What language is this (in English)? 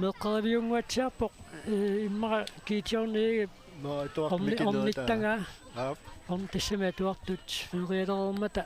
Kalaallisut